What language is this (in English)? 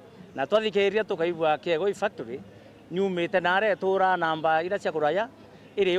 Meru